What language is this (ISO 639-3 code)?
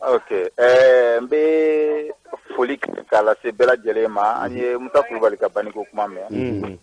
bam